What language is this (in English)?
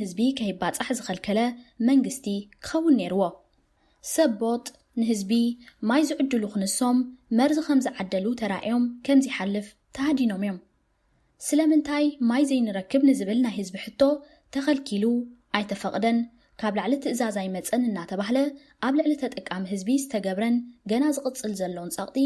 Tigrinya